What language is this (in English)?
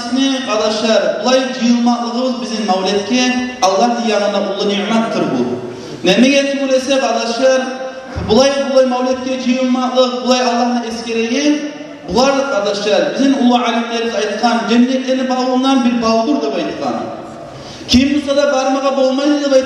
Kumyk